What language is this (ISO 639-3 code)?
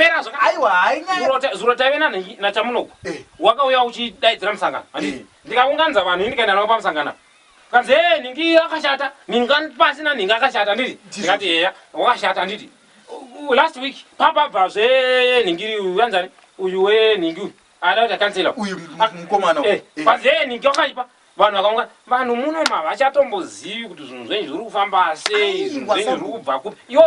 sna